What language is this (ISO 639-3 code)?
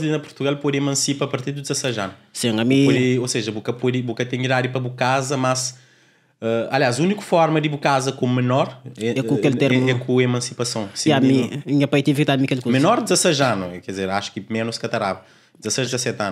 kea